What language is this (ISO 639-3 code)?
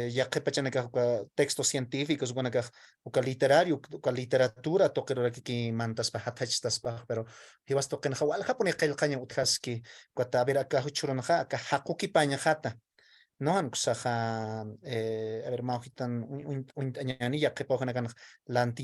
aym